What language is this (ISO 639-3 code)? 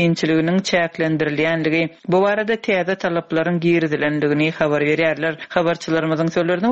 tuk